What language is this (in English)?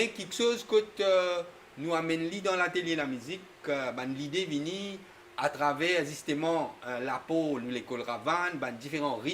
Morisyen